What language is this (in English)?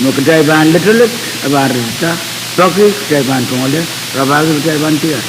Pohnpeian